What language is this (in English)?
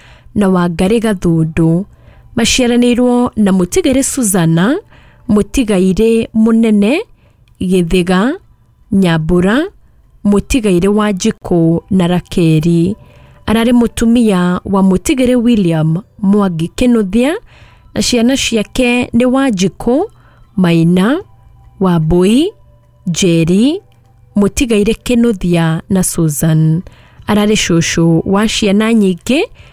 Kikuyu